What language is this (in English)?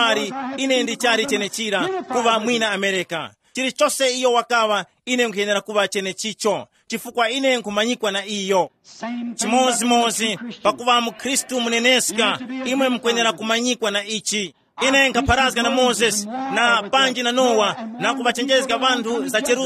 Tumbuka